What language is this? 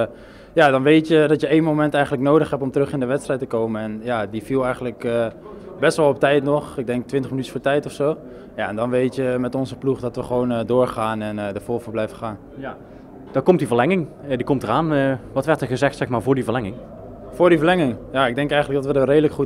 Dutch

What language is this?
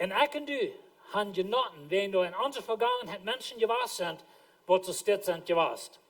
Plautdietsch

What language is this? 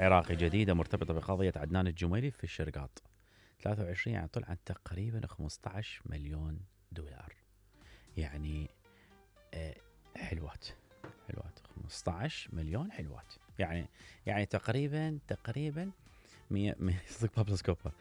Mesopotamian Arabic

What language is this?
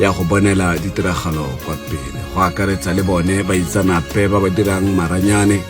Tswana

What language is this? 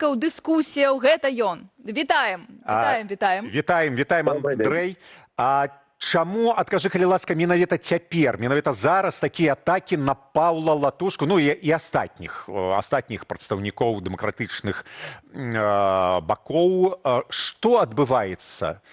Belarusian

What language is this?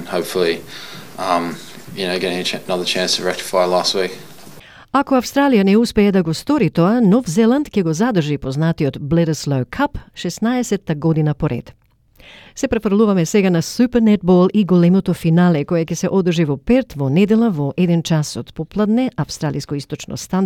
Macedonian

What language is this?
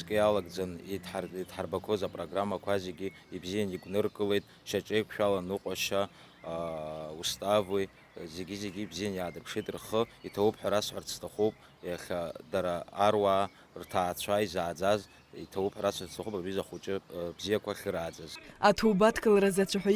Abkhazian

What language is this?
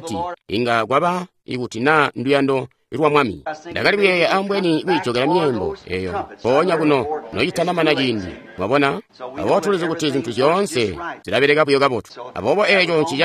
Tonga (Zambia)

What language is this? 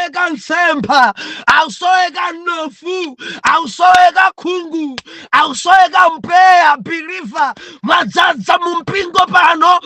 Nyanja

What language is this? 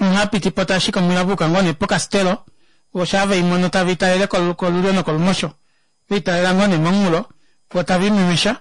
Kuanyama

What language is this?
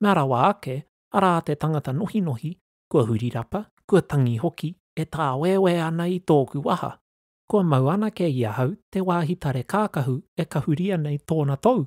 Māori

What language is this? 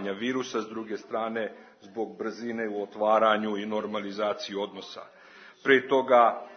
Serbian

